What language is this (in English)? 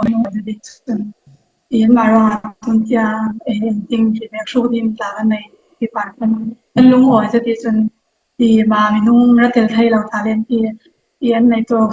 Falam Chin